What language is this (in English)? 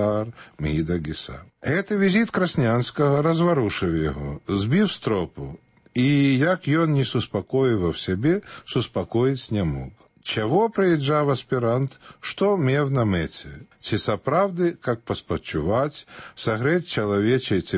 Belarusian